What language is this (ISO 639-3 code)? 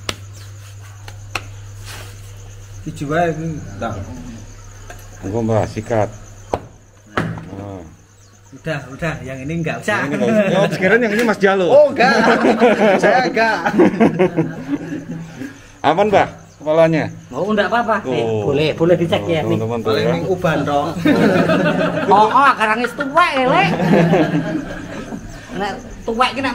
ind